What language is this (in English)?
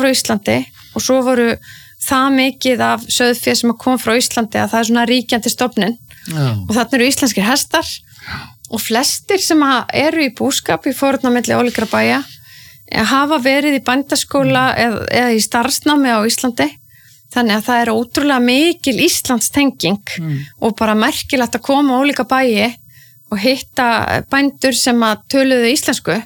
Icelandic